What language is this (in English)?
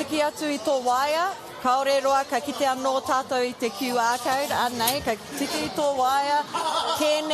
Māori